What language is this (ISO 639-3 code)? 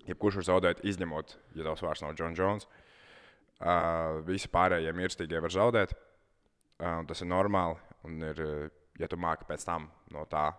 lav